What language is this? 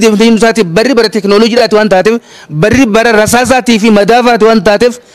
Oromo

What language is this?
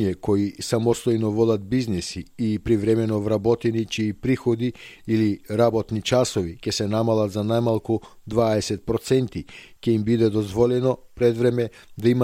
Macedonian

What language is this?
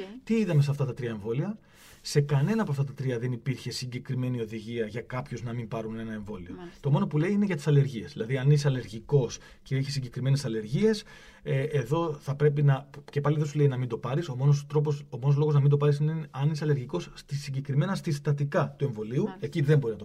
Greek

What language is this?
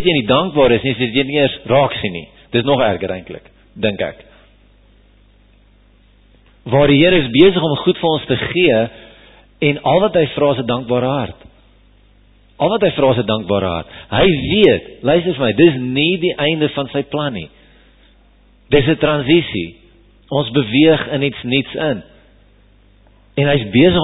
Afrikaans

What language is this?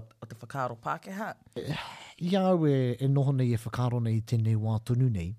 Māori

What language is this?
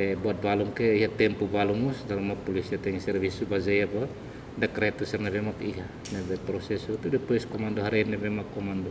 Tetum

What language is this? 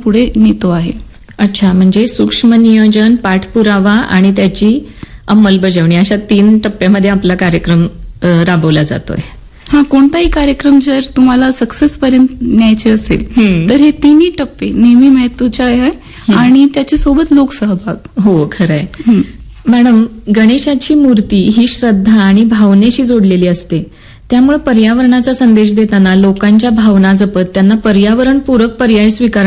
Marathi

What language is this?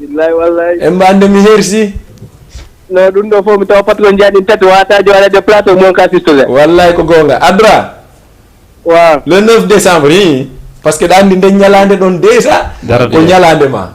Fula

